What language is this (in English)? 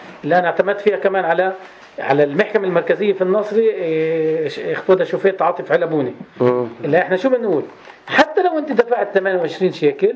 North Levantine Arabic